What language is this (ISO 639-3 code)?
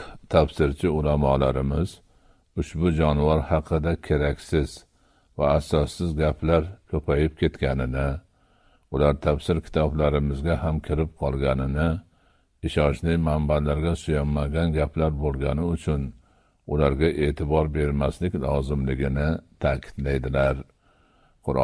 uzb